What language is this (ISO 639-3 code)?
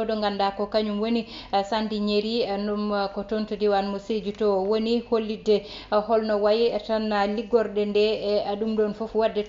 ful